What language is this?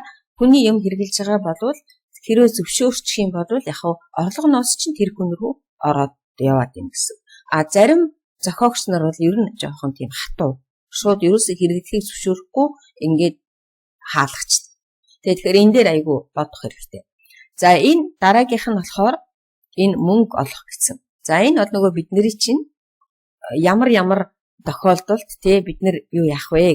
Mongolian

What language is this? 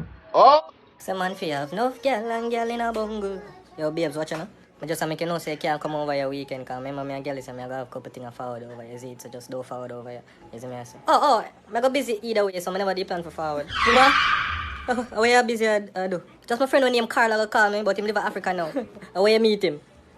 Jamaican Creole English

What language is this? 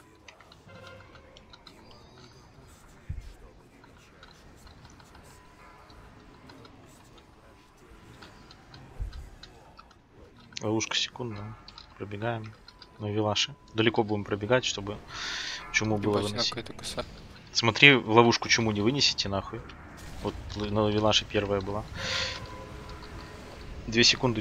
Russian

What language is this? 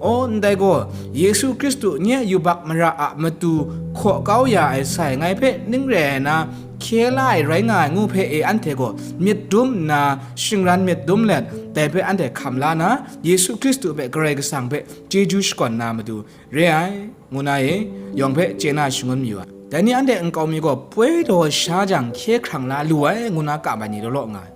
Kachin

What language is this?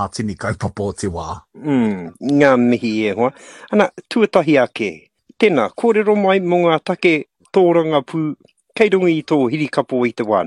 Māori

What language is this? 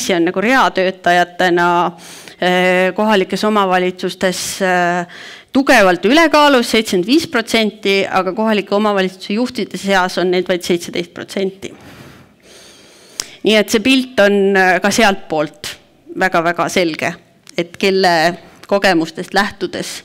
Estonian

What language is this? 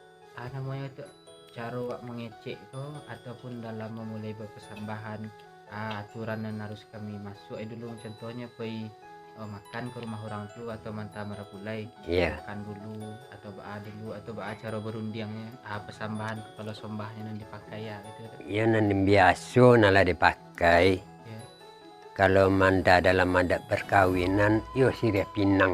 Minangkabau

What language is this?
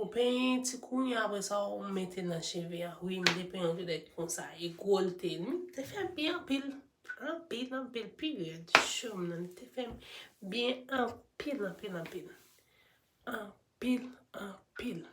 Haitian Creole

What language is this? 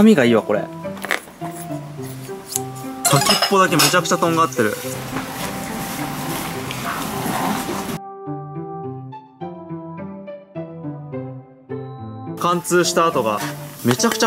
Japanese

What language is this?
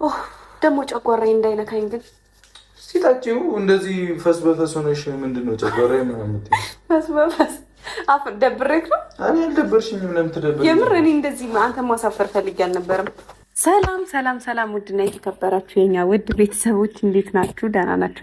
Amharic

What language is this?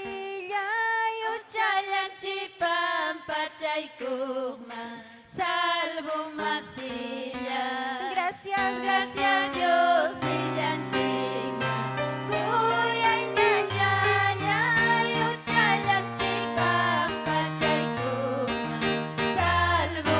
Ayacucho Quechua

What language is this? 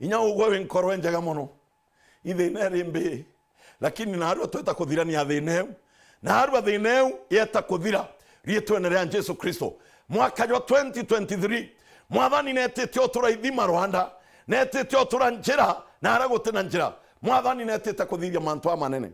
Meru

